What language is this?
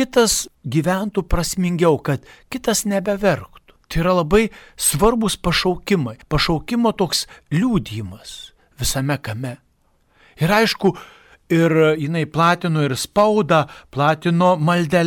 Lithuanian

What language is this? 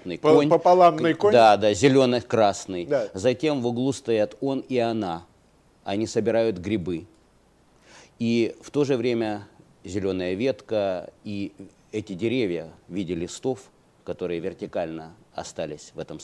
Russian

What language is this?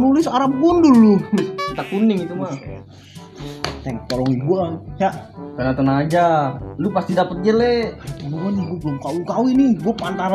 Betawi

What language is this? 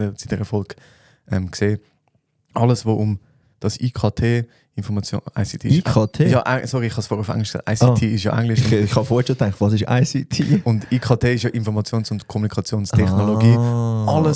Swiss German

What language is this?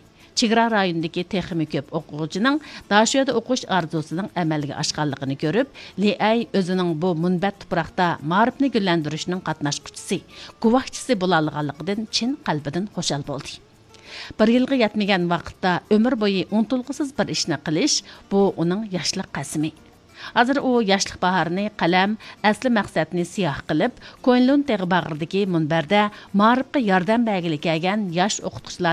Uyghur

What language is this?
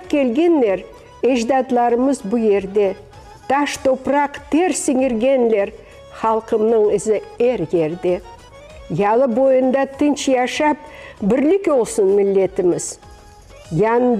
Crimean Tatar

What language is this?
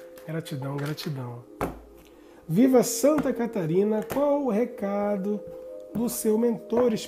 Portuguese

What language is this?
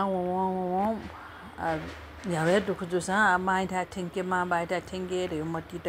Newari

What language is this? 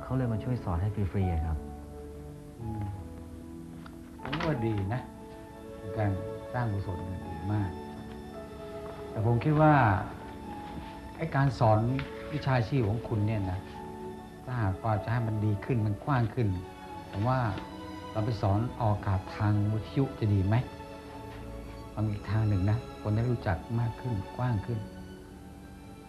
Thai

